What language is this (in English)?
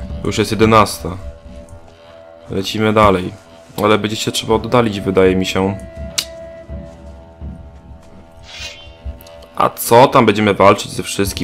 Polish